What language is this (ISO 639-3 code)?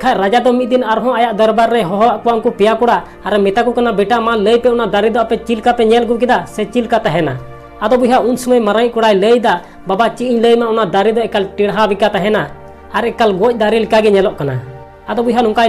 sat